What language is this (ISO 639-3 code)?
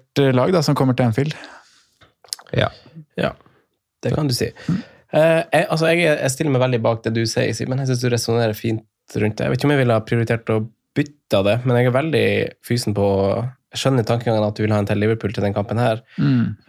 nor